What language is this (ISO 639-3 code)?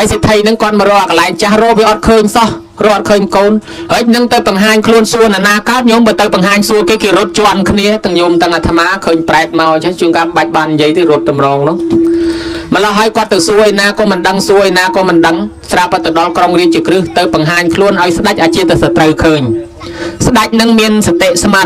khm